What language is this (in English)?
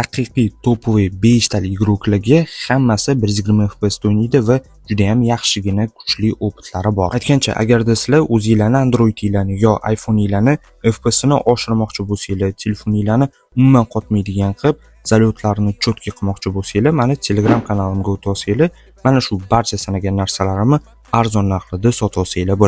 Uzbek